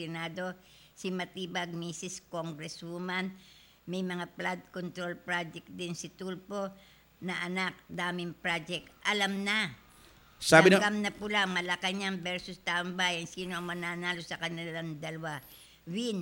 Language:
Filipino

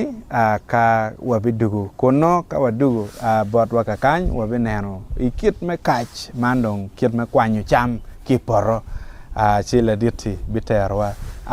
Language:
Acoli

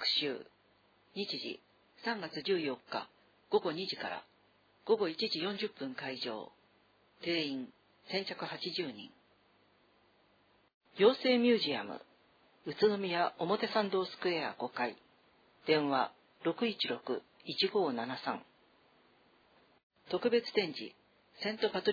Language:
Japanese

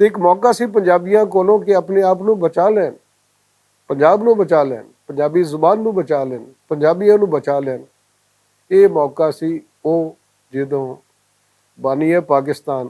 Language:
Western Panjabi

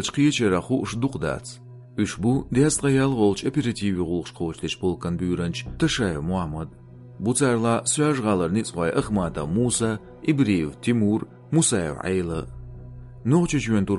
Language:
Chechen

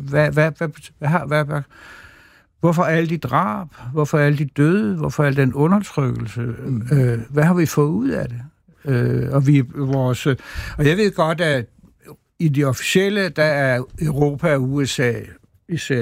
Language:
Danish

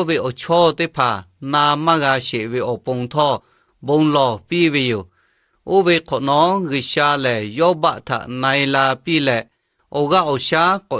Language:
Lahu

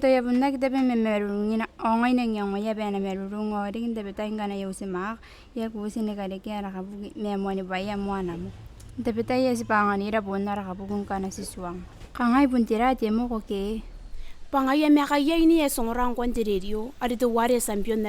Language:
Gilbertese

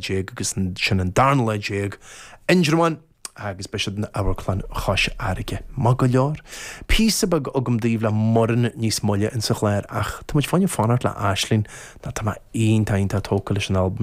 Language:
Irish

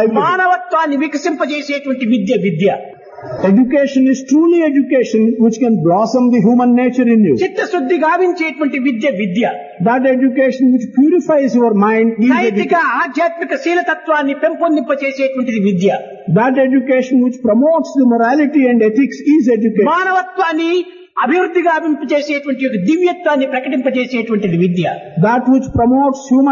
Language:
Telugu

